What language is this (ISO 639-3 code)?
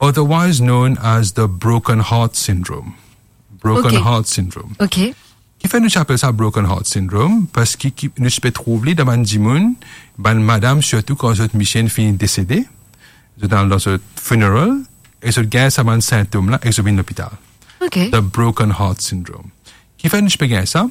mfe